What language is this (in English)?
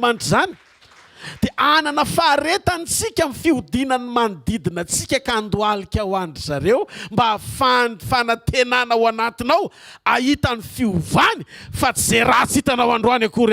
Malagasy